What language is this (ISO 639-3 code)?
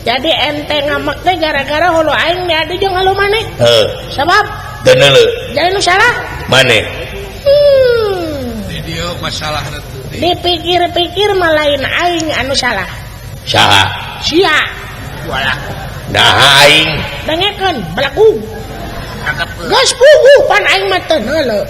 sun